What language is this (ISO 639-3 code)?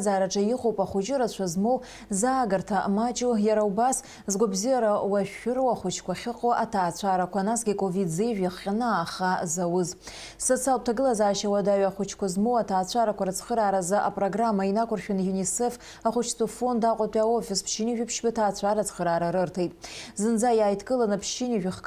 abk